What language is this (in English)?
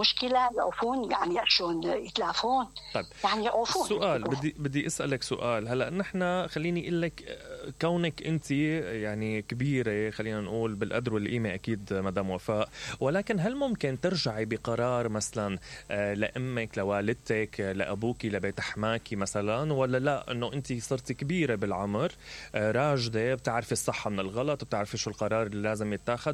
Mesopotamian Arabic